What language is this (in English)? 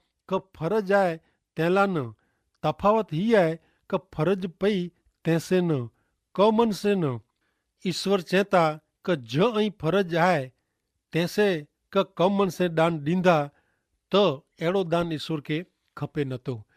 Kachhi